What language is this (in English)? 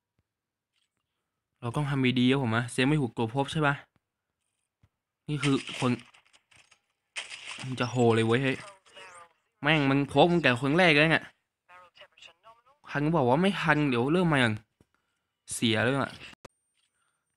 Thai